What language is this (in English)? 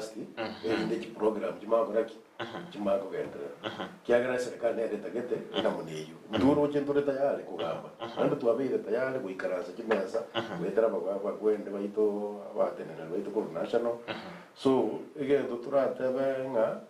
Gusii